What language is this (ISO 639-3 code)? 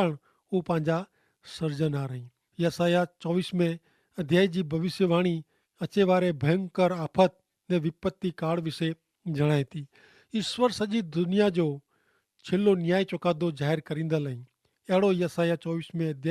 kfr